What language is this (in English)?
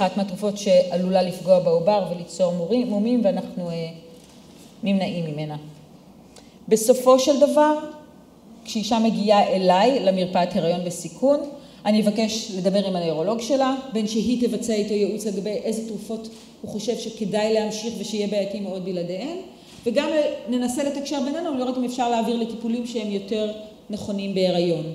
Hebrew